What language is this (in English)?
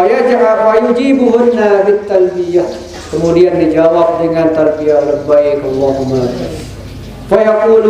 Sasak